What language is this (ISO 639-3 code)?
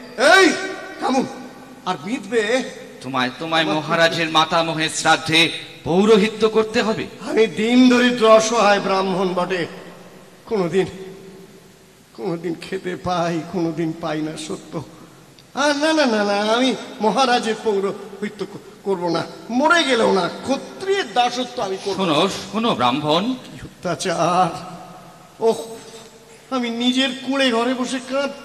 ben